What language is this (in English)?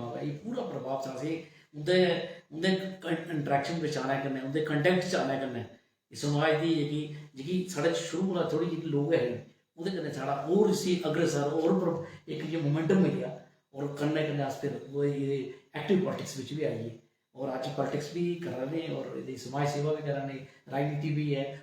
Dogri